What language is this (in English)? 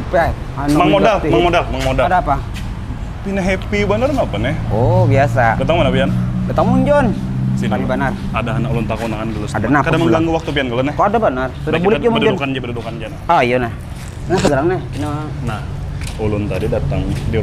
Banjar